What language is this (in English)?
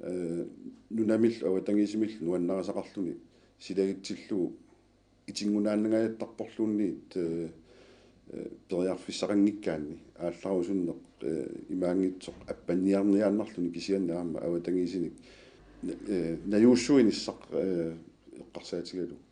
Kalaallisut